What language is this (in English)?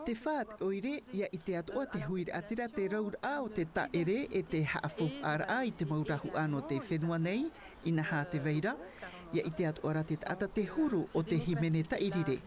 Tahitian